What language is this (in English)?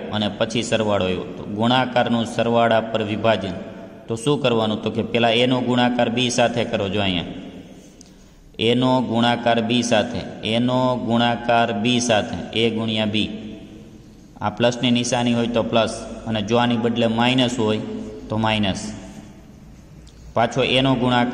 Gujarati